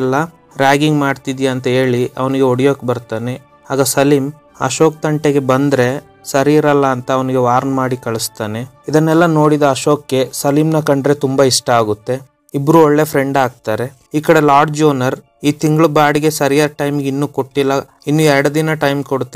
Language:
Kannada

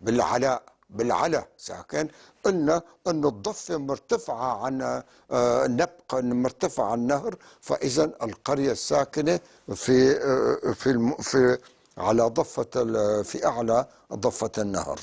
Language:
North Levantine Arabic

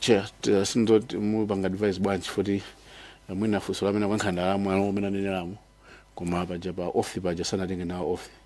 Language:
Nyanja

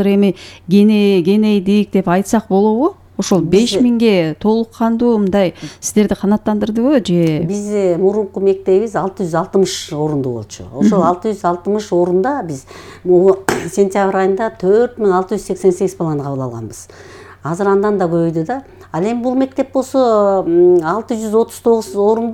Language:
Kyrgyz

